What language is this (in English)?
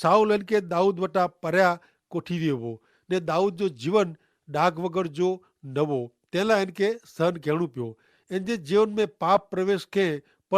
Kachhi